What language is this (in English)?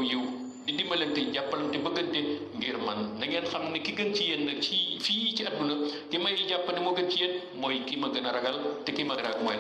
Wolof